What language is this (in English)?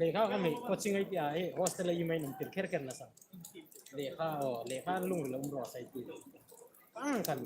Hmar